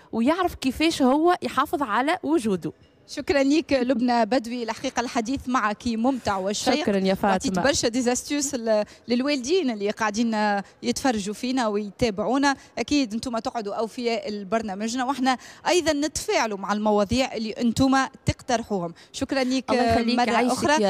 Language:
Tunisian Arabic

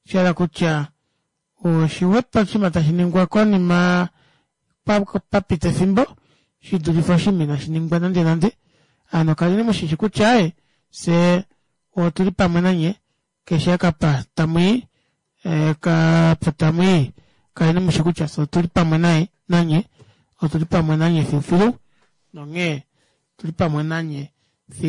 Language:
Kuanyama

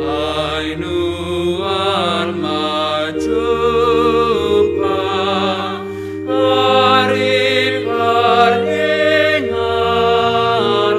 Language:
Batak Simalungun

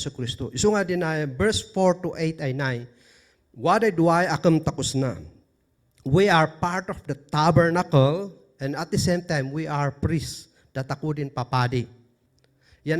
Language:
Kankanaey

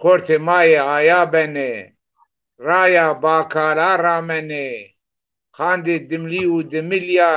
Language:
Zaza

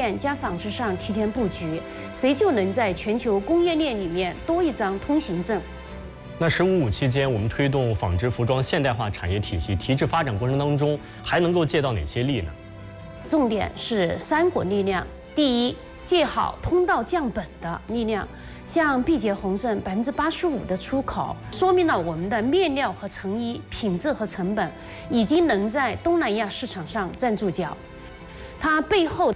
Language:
Chinese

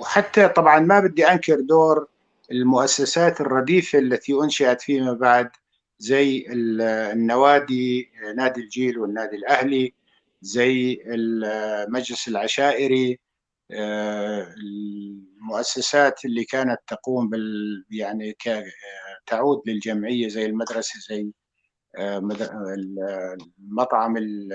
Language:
North Levantine Arabic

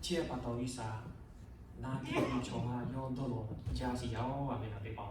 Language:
Lahu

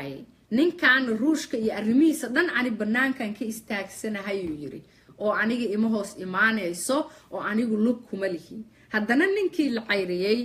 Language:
Somali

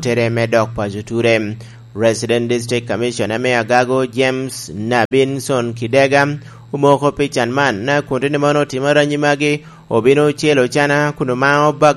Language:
Lango (Uganda)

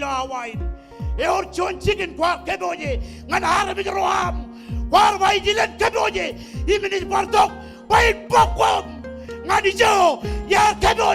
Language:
Marshallese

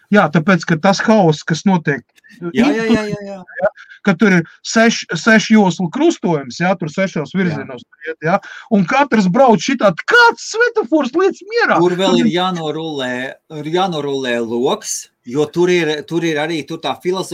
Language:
Latvian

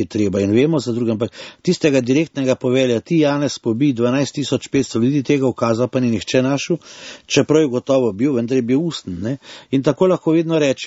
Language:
Slovenian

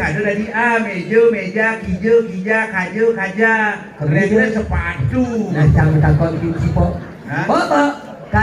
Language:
Balinese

